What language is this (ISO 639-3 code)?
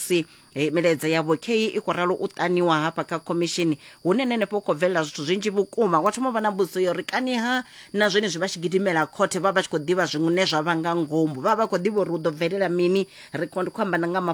ven